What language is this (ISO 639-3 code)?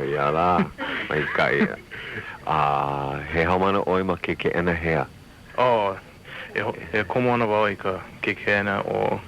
haw